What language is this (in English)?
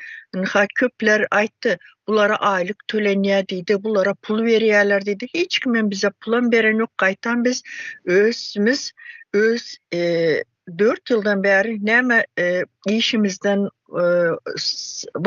Turkmen